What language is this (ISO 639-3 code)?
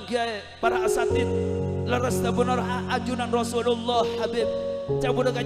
mad